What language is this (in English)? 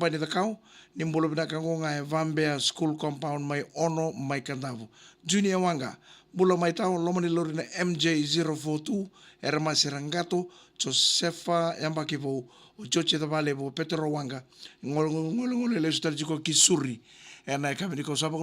Fijian